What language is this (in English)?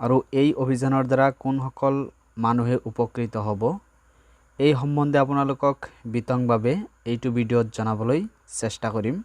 Assamese